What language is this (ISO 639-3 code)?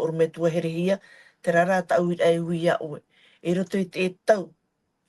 tah